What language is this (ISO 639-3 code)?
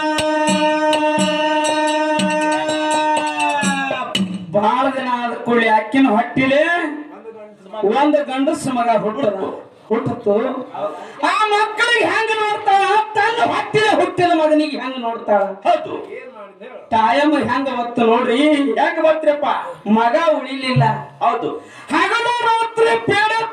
kan